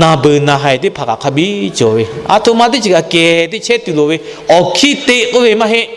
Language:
Lahu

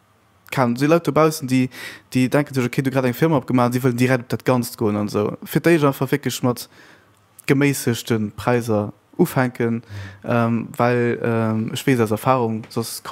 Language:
Luxembourgish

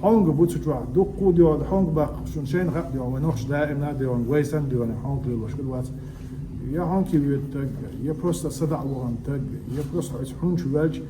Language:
Chechen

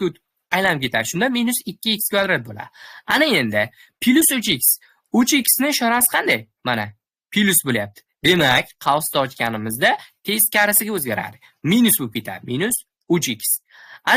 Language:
Uzbek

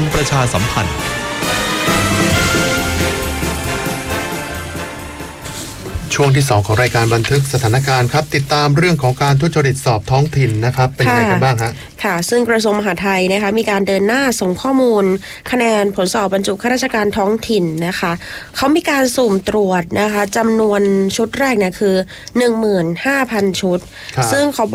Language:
Thai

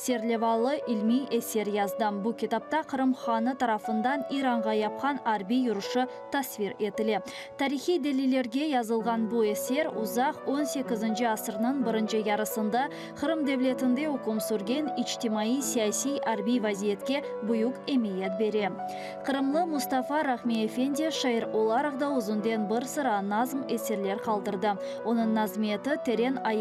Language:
Crimean Tatar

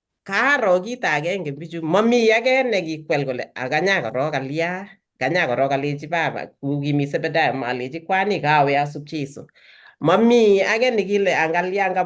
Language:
Kalenjin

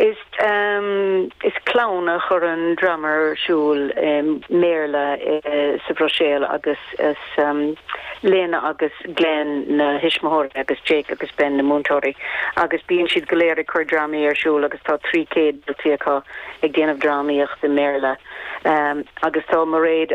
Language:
Irish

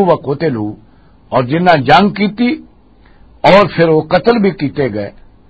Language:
Western Panjabi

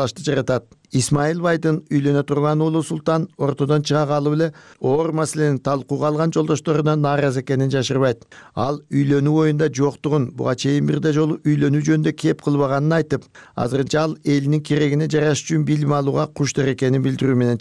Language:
Kyrgyz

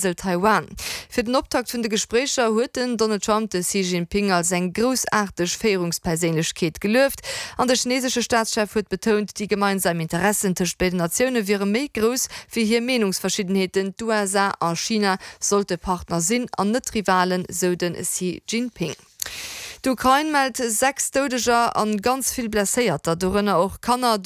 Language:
Luxembourgish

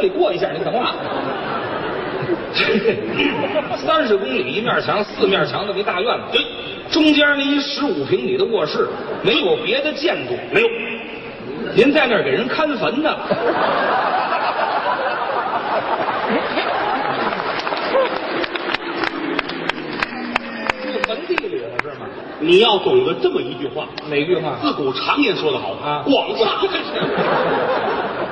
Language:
Chinese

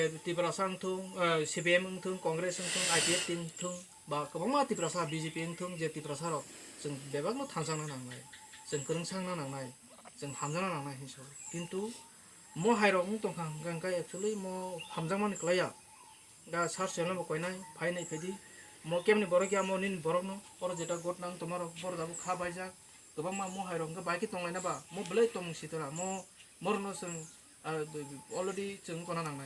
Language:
Kok Borok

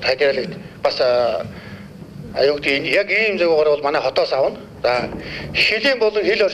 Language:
Mongolian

